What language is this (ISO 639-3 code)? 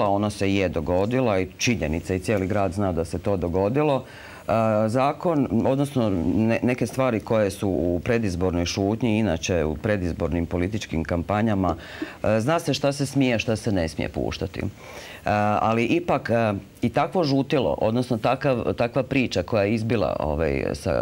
hrv